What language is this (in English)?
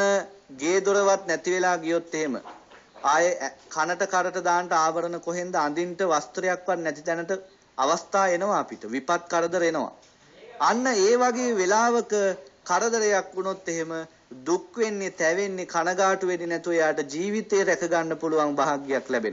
Sinhala